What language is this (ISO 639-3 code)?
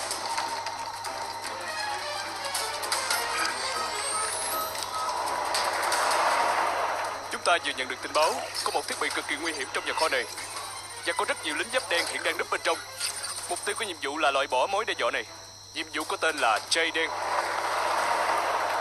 vie